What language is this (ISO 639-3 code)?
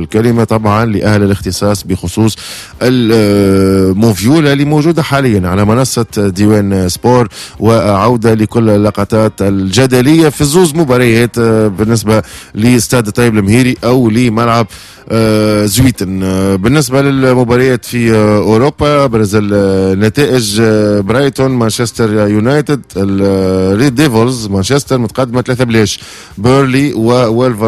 aeb